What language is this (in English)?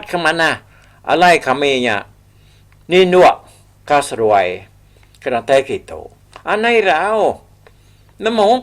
Iban